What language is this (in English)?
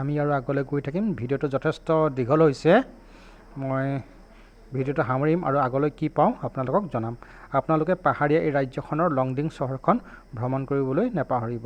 Assamese